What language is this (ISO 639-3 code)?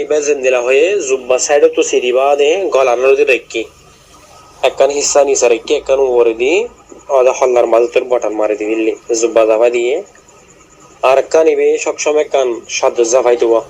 rhg